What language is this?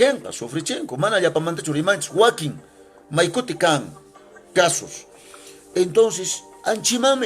Quechua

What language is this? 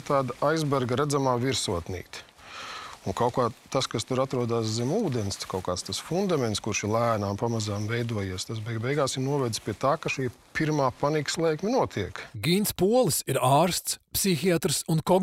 Latvian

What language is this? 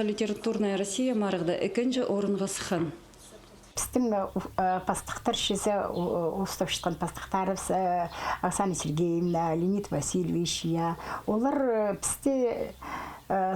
Khakas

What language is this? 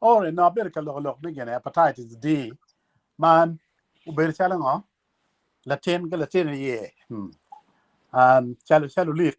Acoli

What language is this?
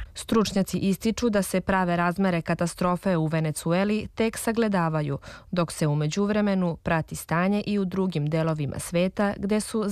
Serbian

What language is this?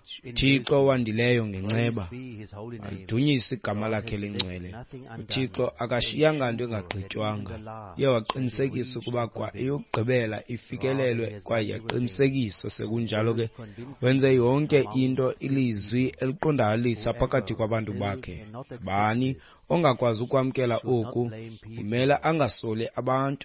Xhosa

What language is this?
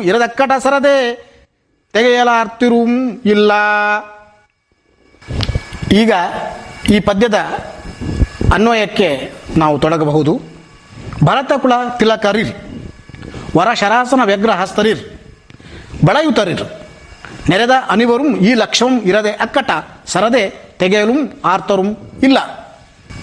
Kannada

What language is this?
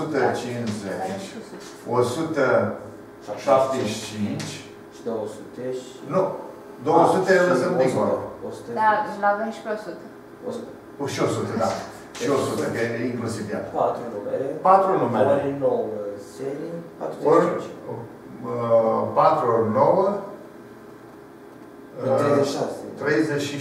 Romanian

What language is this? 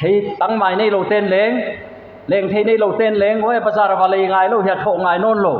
Paite Chin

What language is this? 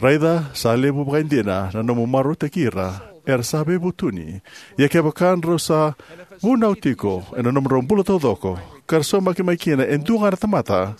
Fijian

